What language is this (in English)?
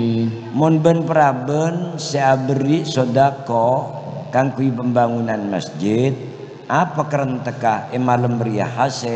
Madurese